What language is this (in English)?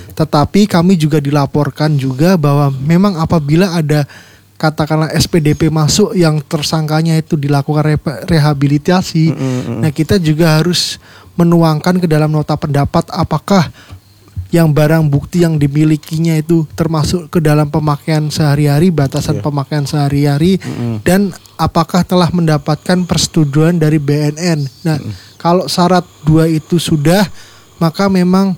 Indonesian